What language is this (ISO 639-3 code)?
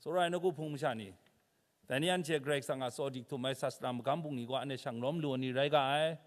kac